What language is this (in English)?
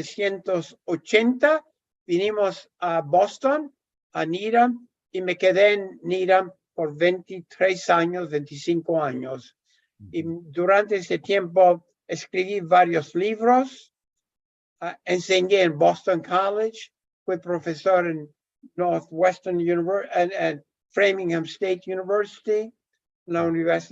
Ladino